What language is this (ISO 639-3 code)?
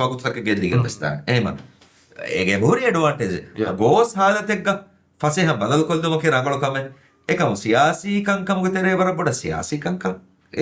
div